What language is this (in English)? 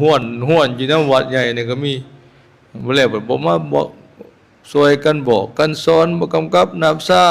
Northeastern Thai